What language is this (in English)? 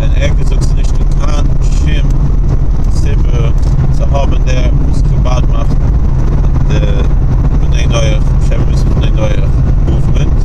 Yiddish